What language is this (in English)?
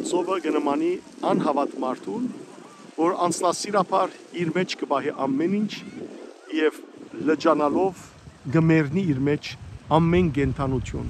Western Armenian